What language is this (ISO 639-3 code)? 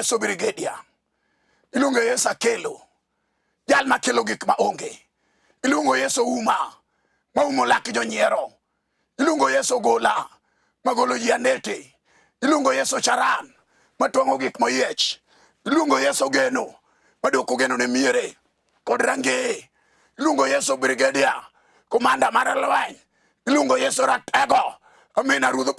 luo